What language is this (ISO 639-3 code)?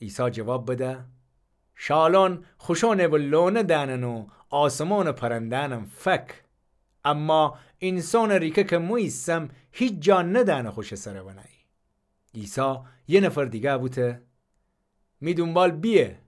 glk